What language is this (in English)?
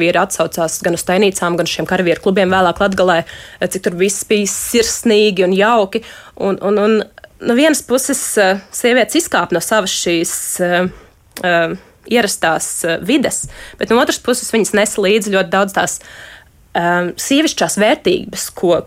Latvian